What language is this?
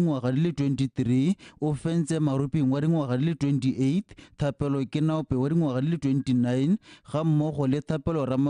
Tswana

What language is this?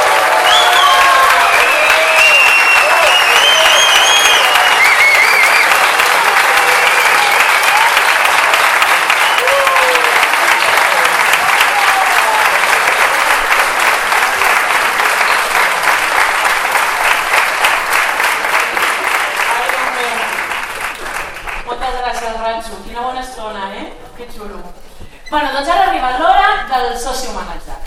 Catalan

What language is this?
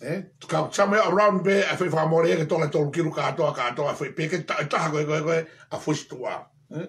Tongan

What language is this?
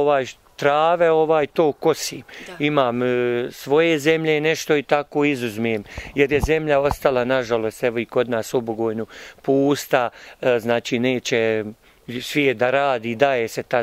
Bosnian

